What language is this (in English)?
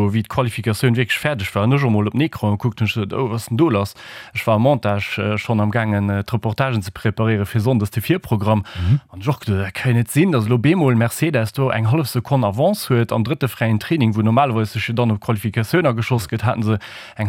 Luxembourgish